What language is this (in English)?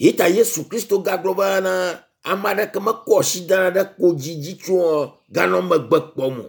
Ewe